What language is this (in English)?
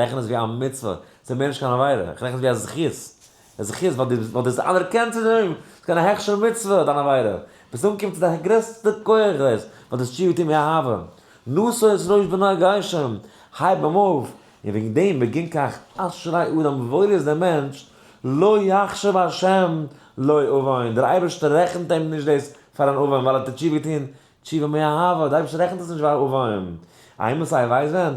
Yiddish